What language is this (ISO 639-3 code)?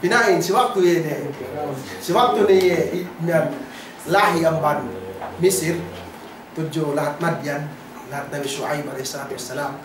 yka